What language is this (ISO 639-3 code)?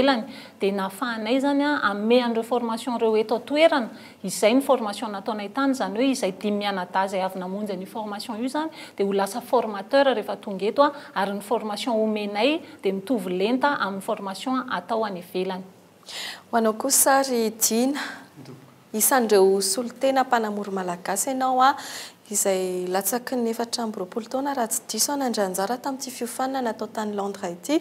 mlg